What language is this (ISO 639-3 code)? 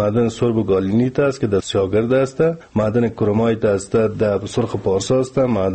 fas